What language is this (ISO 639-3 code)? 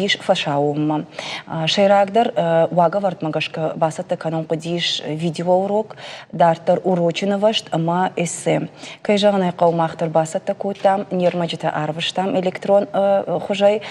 oss